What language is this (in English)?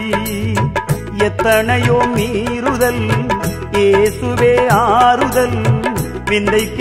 Tamil